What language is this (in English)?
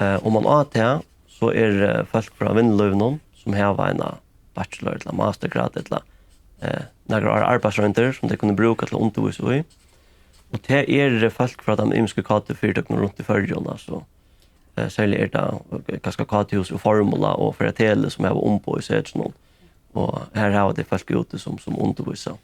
Faroese